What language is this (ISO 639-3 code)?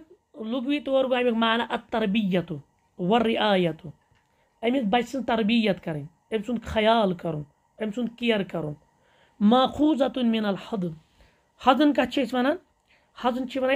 kas